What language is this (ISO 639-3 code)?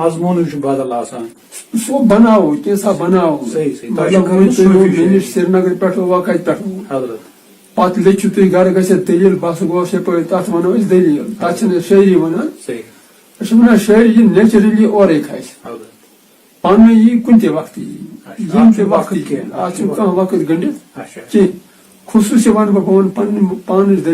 kas